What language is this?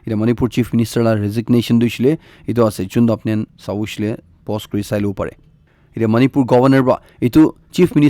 Naga Pidgin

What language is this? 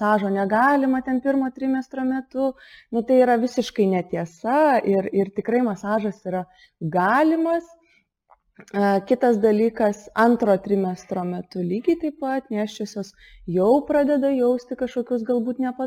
Lithuanian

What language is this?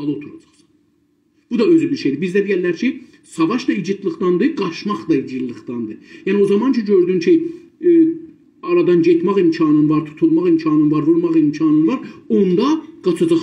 South Azerbaijani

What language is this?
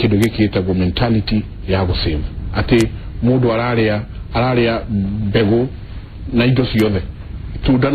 Kikuyu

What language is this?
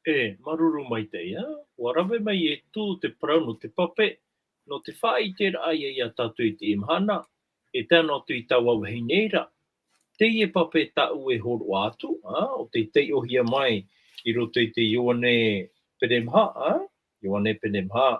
Tahitian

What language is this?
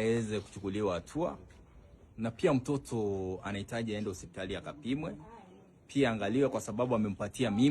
Swahili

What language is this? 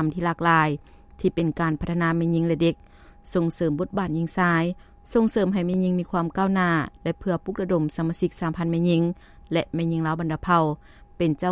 Lao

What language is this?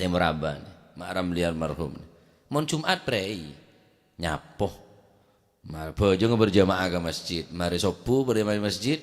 Madurese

